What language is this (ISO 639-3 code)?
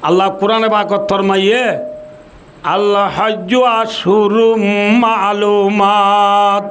rhg